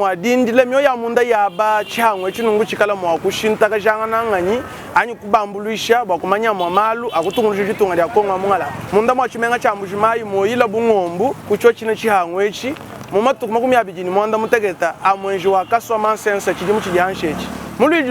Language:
Luba-Lulua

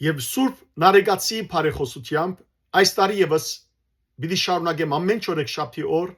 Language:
Western Armenian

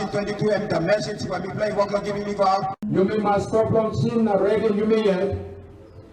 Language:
Tok Pisin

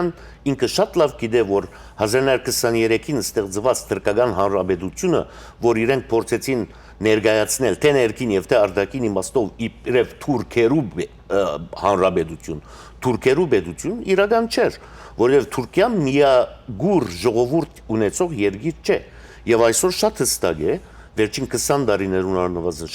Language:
Western Armenian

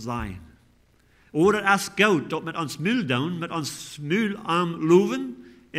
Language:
Plautdietsch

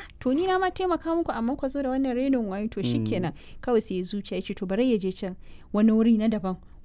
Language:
Hausa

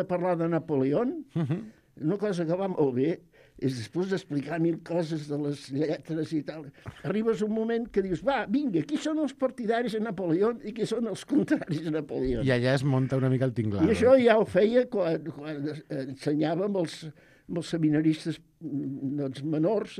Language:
Catalan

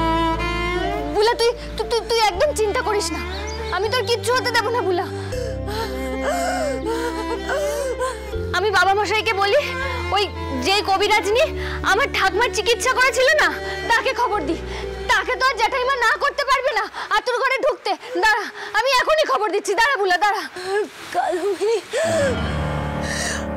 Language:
Bangla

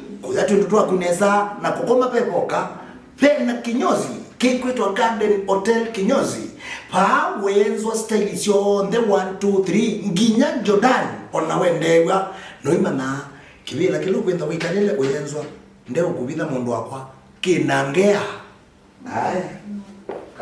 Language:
Kamba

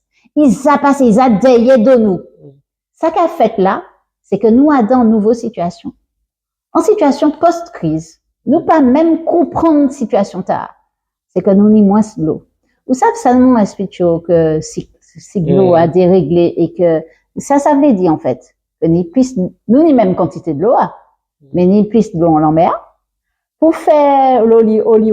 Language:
Guadeloupean Creole French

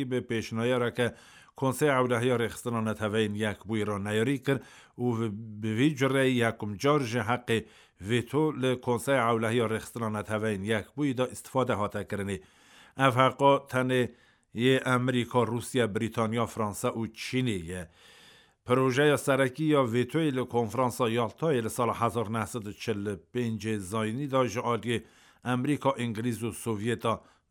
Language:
Kurdish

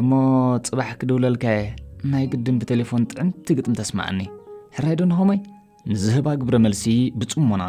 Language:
Tigrinya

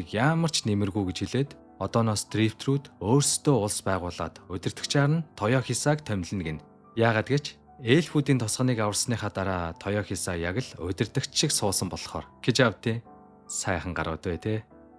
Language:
Mongolian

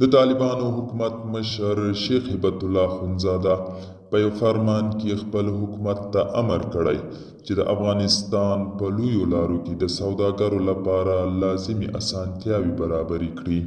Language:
Pashto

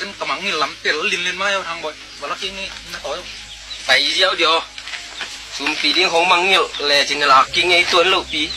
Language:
Tedim Chin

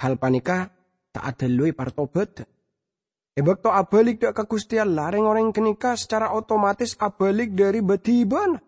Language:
Madurese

